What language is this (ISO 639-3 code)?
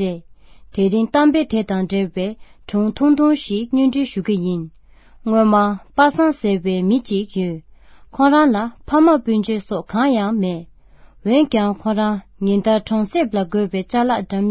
bod